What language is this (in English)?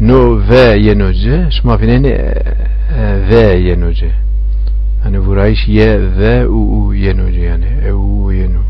Zaza